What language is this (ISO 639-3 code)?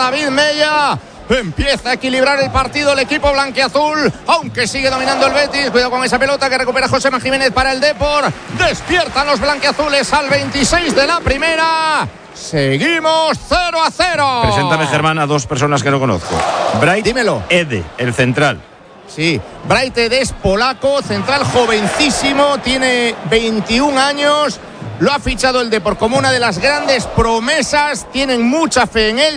spa